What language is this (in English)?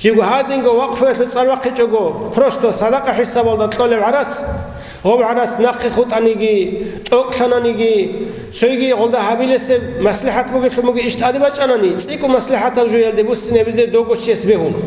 Avaric